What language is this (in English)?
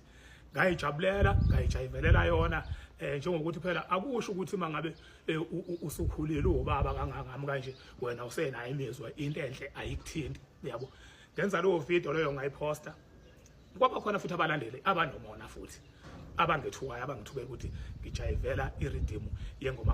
Zulu